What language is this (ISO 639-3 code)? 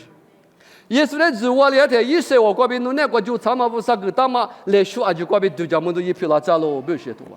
lis